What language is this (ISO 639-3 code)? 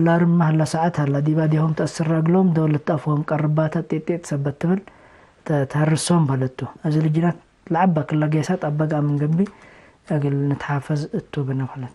tig